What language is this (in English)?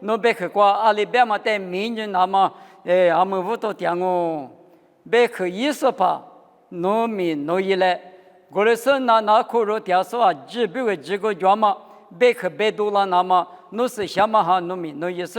Lisu